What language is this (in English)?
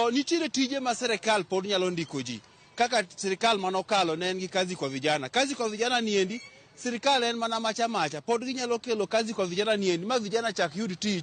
Luo (Kenya and Tanzania)